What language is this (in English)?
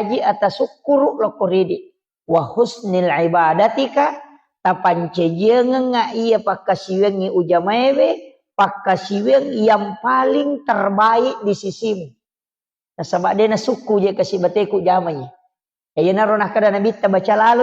Buginese